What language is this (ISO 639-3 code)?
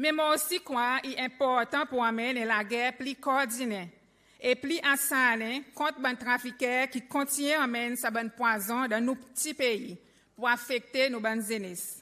crs